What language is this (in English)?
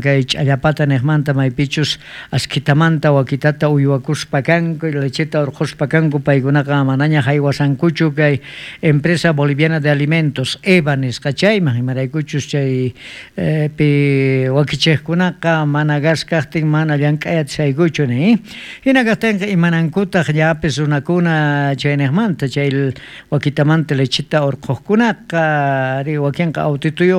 South Bolivian Quechua